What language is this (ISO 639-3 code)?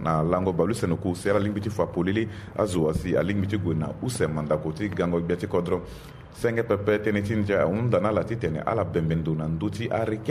sag